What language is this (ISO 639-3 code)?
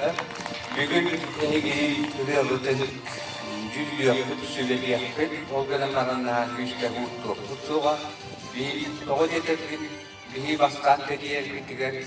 sah